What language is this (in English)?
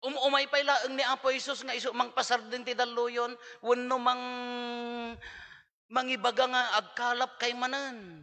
Iloko